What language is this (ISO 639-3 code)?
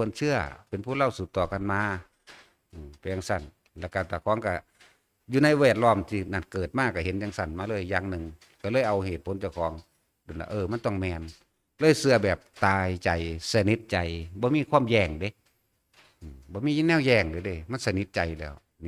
tts